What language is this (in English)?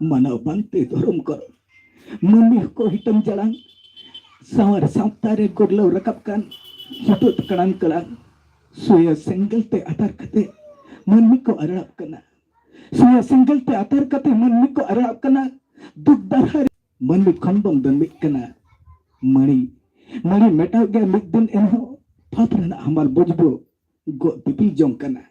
Santali